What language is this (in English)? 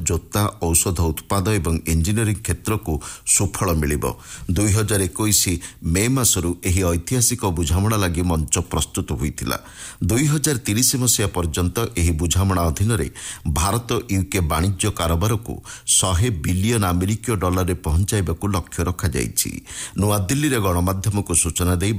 Odia